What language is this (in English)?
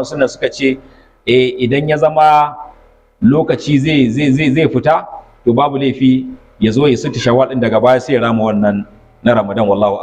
Hausa